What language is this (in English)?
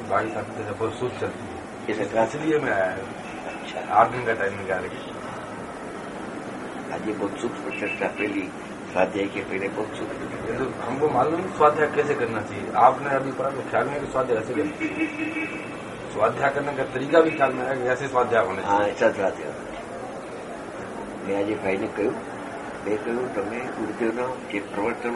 Gujarati